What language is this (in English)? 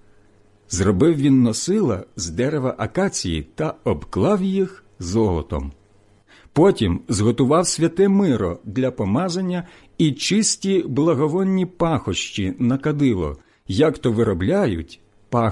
Ukrainian